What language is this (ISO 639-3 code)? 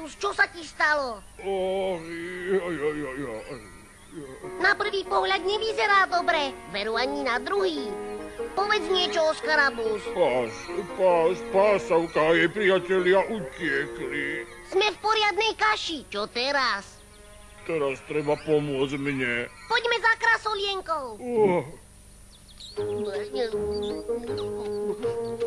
slk